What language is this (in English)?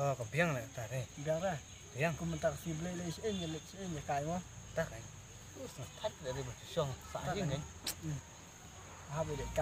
Khasi